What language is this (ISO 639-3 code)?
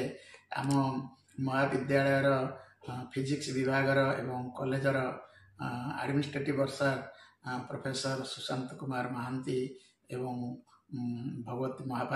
ori